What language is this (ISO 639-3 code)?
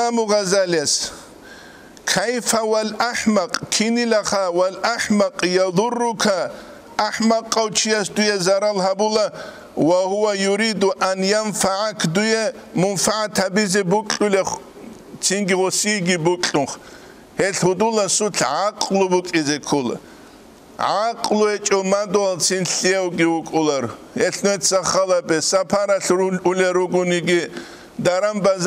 ava